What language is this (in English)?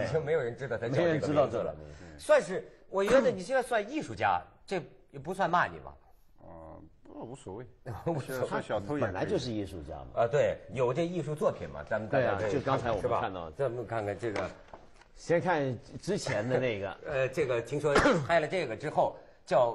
Chinese